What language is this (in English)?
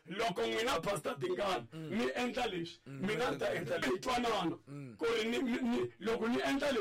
Tsonga